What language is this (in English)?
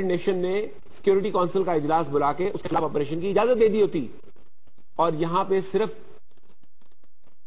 Urdu